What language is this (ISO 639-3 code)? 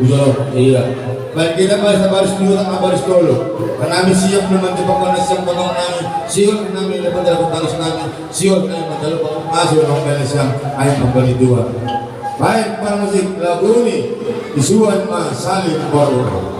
bts